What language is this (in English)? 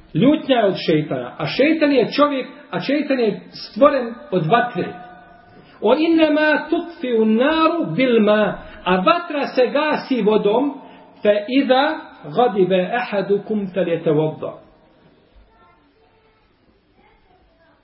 Bosnian